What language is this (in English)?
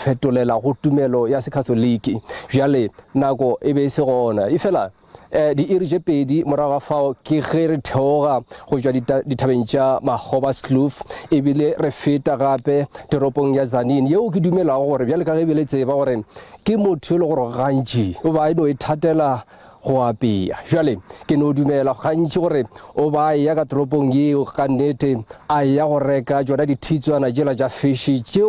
Northern Sotho